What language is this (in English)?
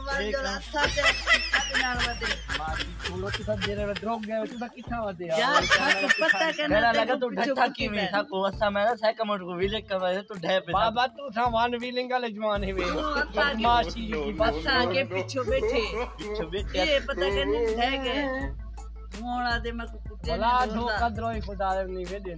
Saraiki